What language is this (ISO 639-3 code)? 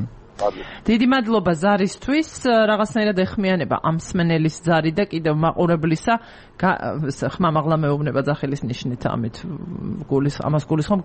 kat